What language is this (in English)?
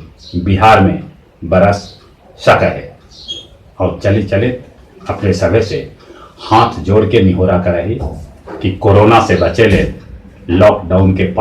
Magahi